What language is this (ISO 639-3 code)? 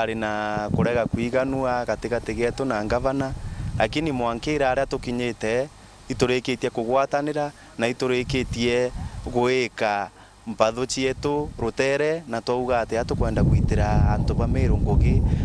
mer